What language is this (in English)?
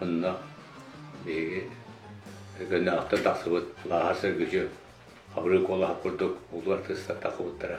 Yakut